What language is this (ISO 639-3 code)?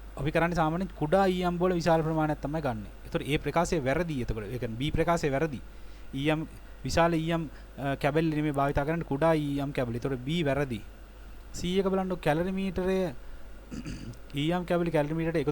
sin